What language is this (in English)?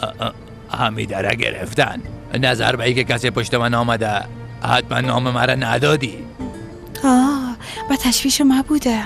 Persian